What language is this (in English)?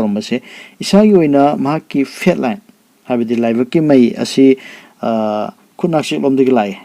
Manipuri